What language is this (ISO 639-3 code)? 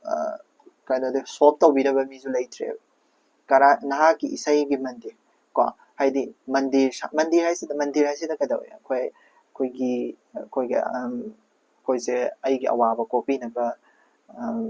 mni